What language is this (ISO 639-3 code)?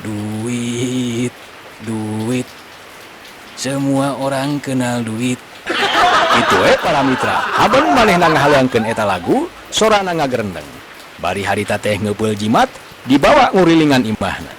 sun